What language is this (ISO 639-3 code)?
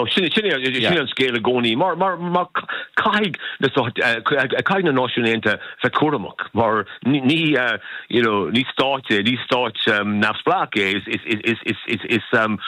gle